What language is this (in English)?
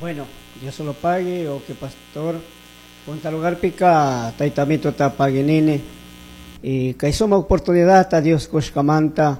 Chimborazo Highland Quichua